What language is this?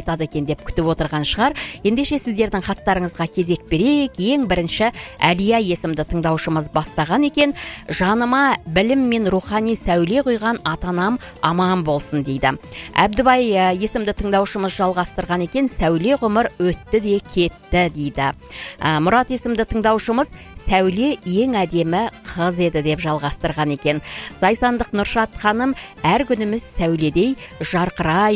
Kazakh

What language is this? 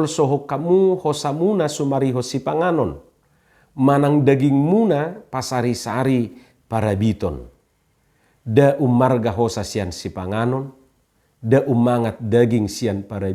Batak Toba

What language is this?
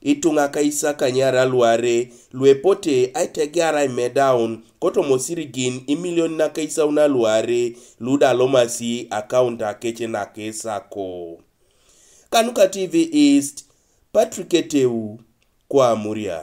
Teso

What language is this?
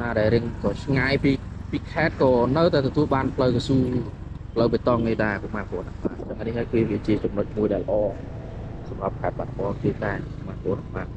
Khmer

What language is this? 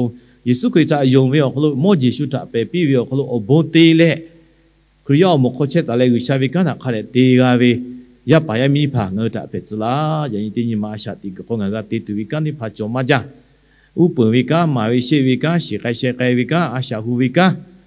Lahu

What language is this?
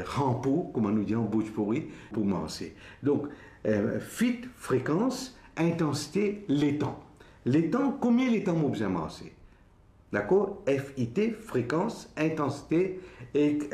Morisyen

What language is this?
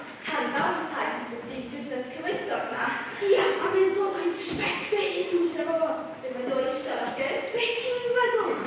Welsh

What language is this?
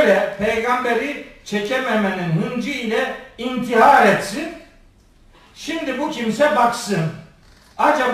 Turkish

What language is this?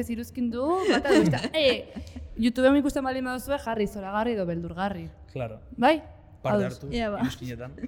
Basque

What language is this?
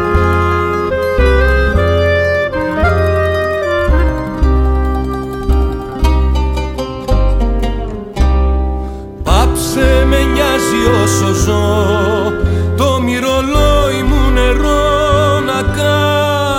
Greek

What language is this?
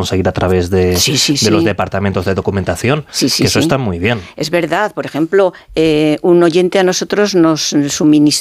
Spanish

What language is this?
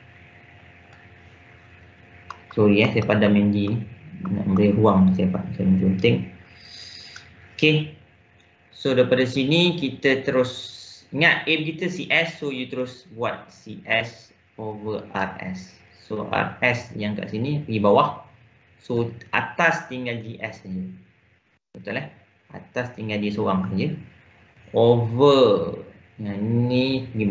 Malay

